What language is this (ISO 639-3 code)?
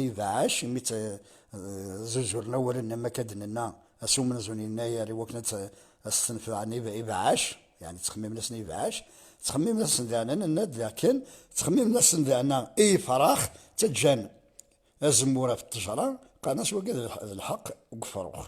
kab